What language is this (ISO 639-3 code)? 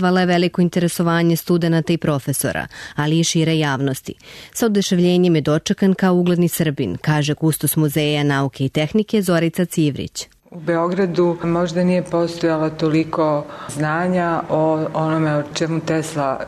srp